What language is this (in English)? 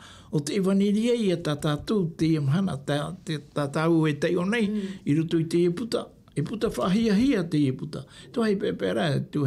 Tahitian